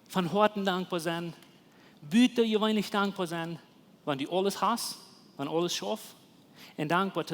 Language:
Plautdietsch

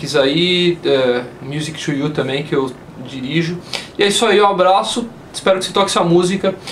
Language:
Portuguese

